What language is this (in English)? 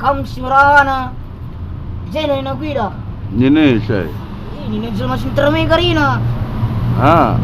Batak Karo